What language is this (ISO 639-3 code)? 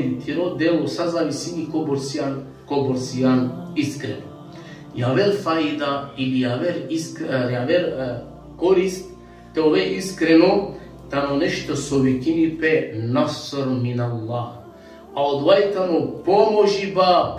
rmn